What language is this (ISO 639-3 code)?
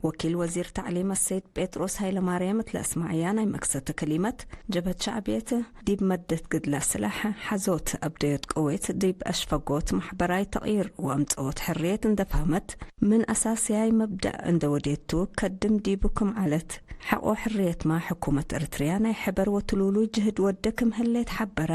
tig